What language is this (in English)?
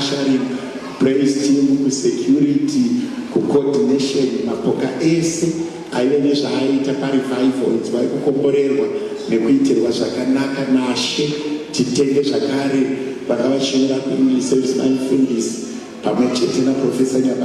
Shona